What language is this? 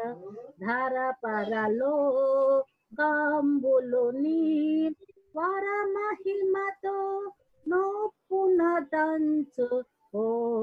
Telugu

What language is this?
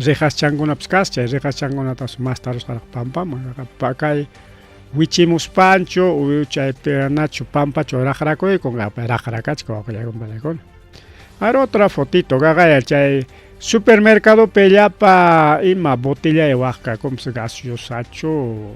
Ayacucho Quechua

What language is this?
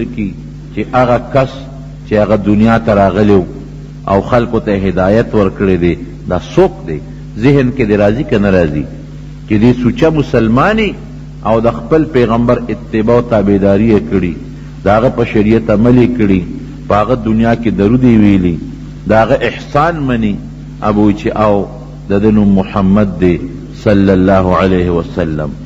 Pashto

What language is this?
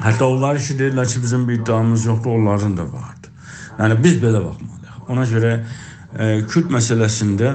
South Azerbaijani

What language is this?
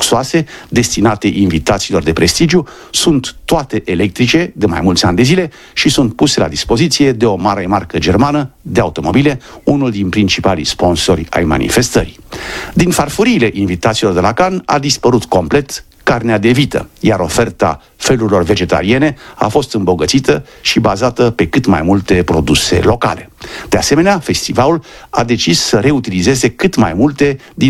Romanian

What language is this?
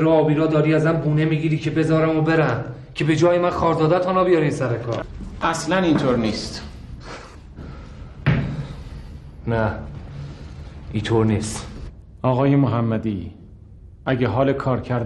Persian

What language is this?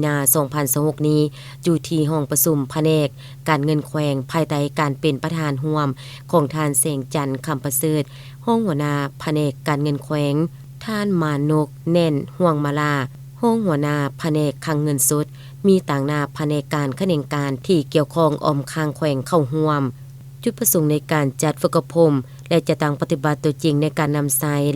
Lao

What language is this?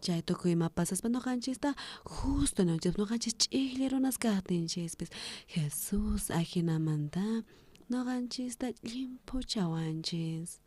South Bolivian Quechua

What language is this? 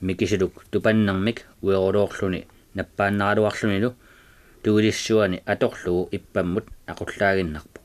Kalaallisut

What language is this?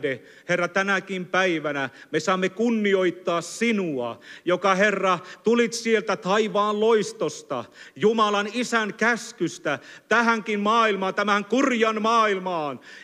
Finnish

